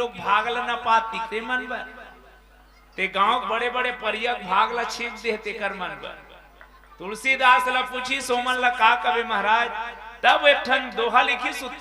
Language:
Chhattisgarhi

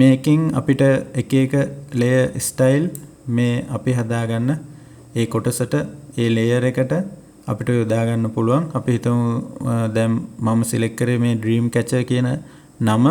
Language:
Sinhala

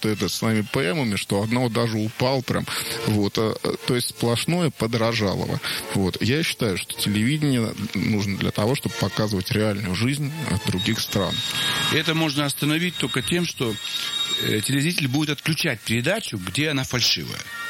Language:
Russian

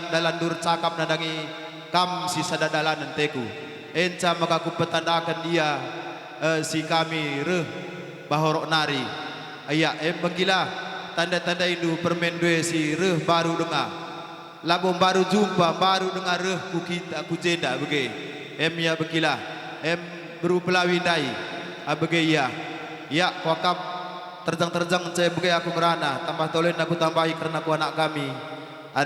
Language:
Batak Karo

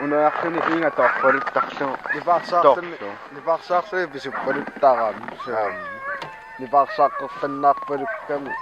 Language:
Kalaallisut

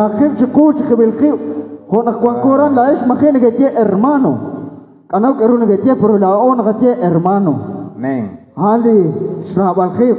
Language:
Kekchí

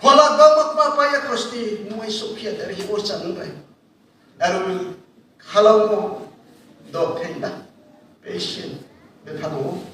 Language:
Riang (India)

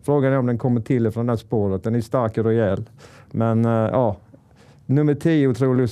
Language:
Swedish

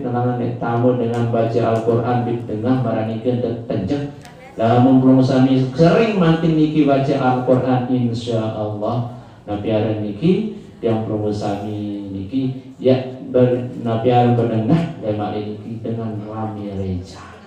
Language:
Sasak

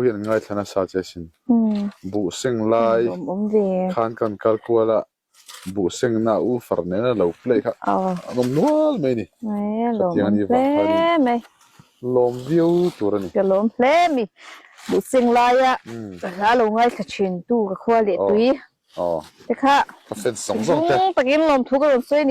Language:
Mizo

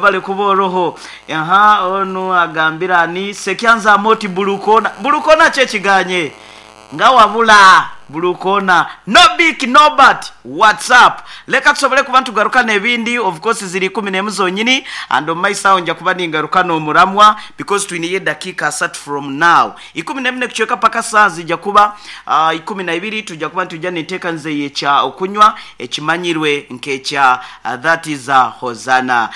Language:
Nyankole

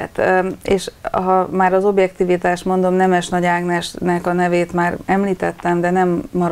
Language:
Hungarian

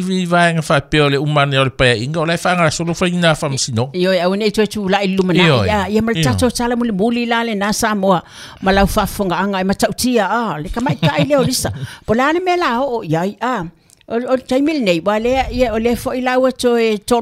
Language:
Samoan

